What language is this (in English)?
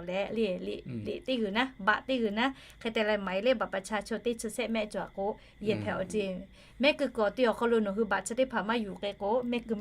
Lahu